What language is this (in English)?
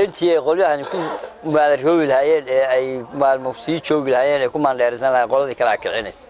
Somali